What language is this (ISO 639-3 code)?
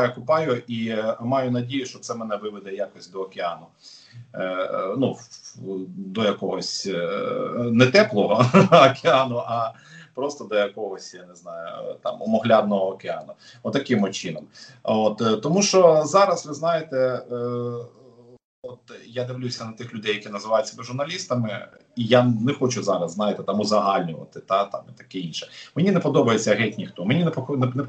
ukr